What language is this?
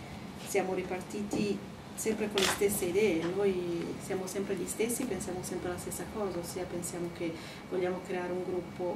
Italian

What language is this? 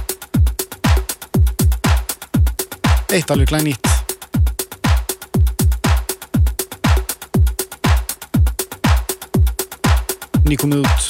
Icelandic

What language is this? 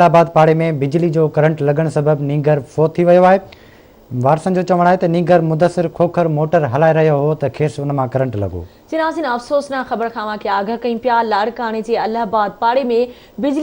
Sindhi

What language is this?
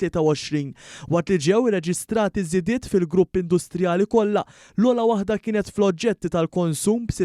Maltese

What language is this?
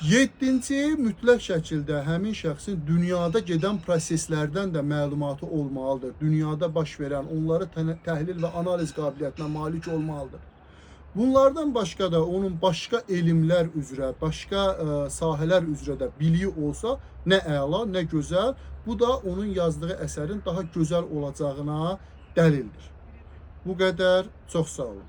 Azerbaijani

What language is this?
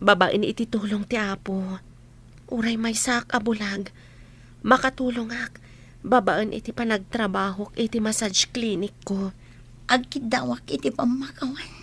Iloko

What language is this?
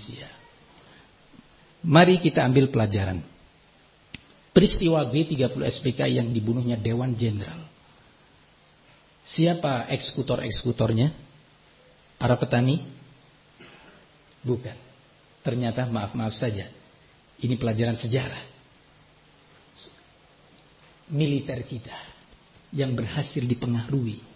Indonesian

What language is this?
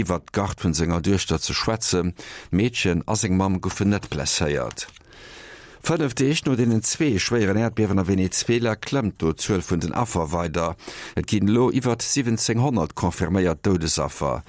Luxembourgish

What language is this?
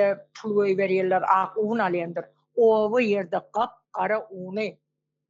Turkmen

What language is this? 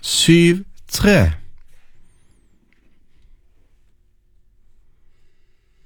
Norwegian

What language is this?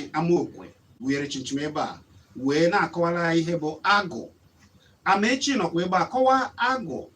Igbo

